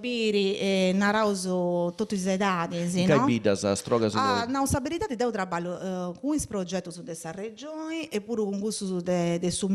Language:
Sardinian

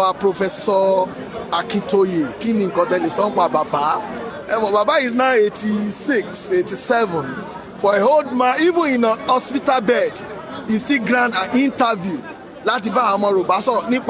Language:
Yoruba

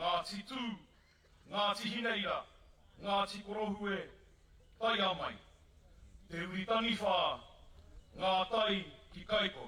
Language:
Māori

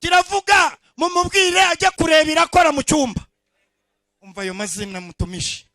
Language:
Kinyarwanda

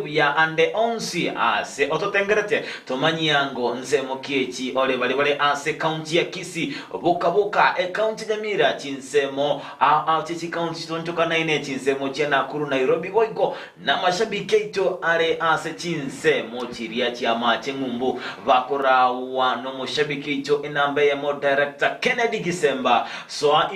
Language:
Gusii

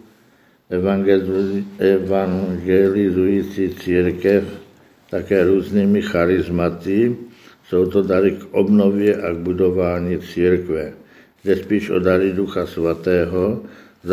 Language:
Czech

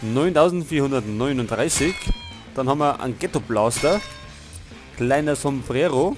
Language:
Bavarian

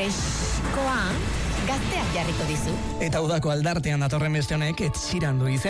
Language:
Basque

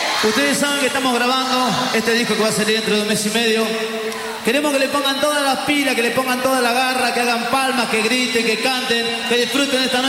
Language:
Spanish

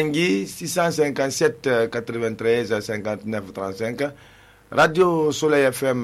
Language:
Susu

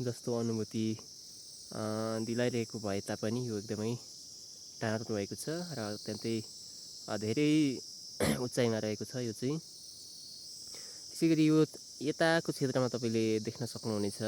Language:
Nepali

